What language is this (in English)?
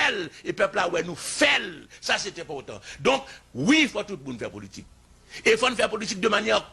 Haitian Creole